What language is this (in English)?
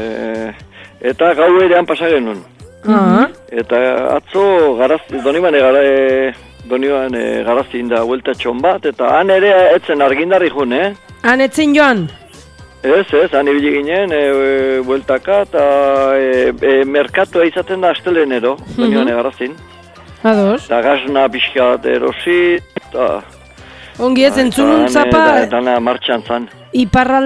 Basque